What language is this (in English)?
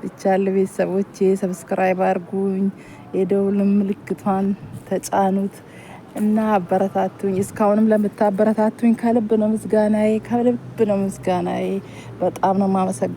Amharic